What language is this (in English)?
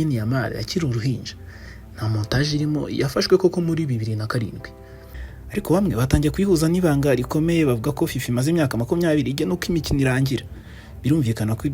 Kinyarwanda